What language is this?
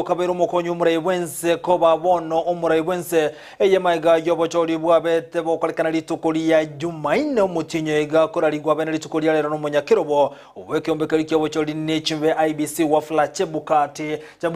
Gusii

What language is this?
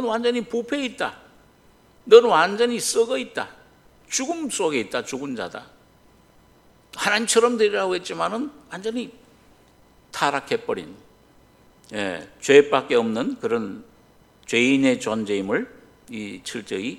Korean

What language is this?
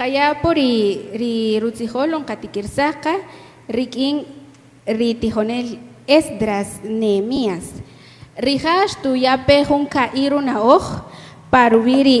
Kaqchikel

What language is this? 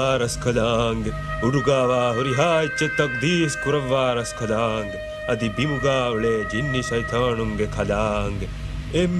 Divehi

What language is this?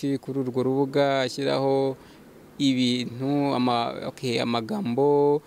Kinyarwanda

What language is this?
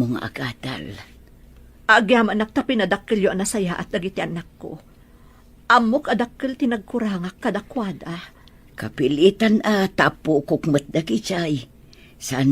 Iloko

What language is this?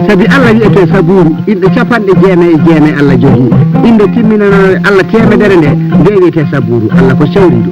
Fula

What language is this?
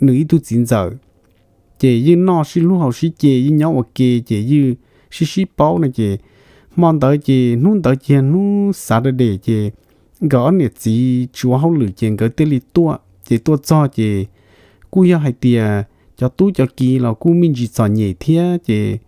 Hmong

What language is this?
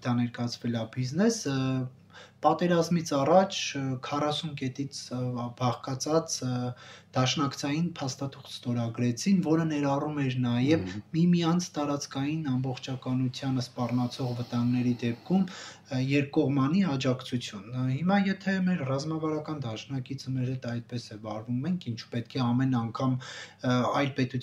Armenian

